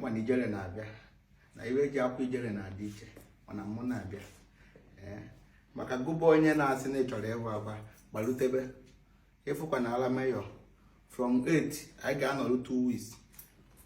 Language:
Igbo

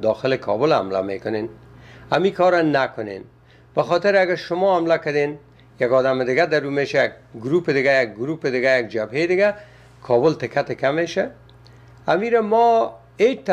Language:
Persian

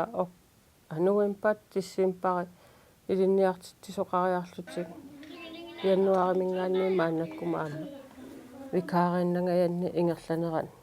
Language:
Kalaallisut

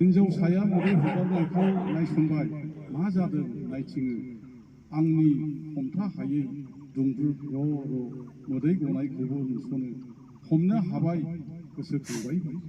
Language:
Bodo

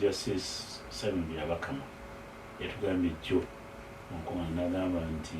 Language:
Ganda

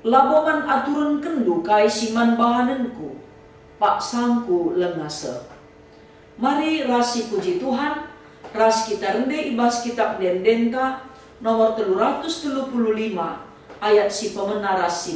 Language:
Batak Karo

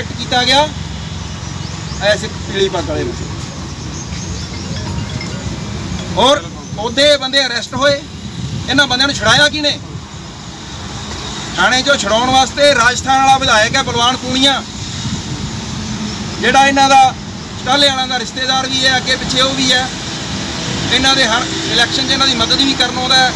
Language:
Punjabi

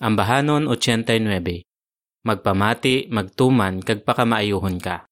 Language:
Hiligaynon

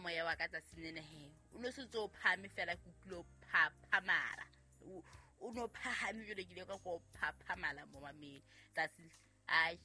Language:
Southern Sotho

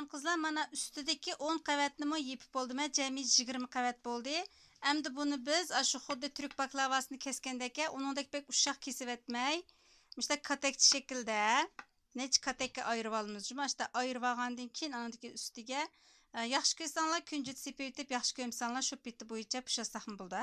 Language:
Uyghur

